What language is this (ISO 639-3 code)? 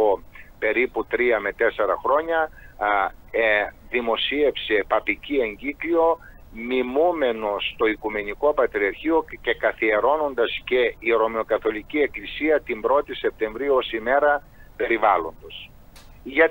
ell